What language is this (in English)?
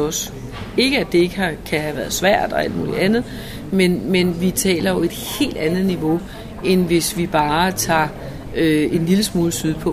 Danish